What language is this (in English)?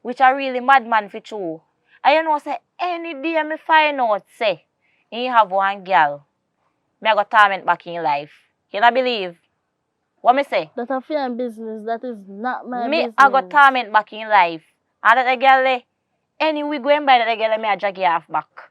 Jamaican Creole English